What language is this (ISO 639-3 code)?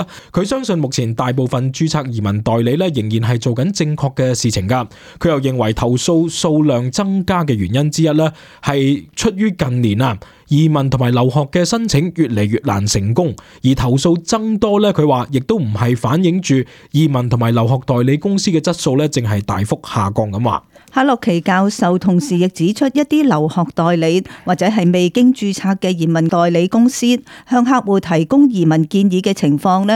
yue